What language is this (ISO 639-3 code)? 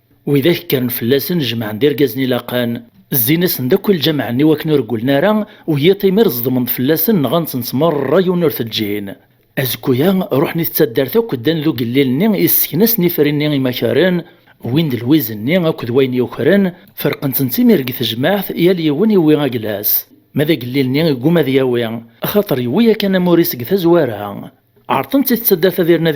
kab